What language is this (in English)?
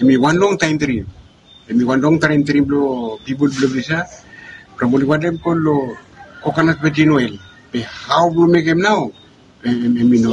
Bislama